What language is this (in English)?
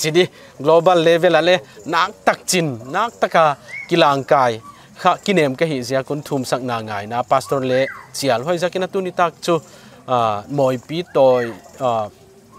Paite Chin